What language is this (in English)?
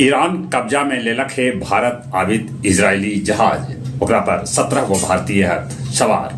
Magahi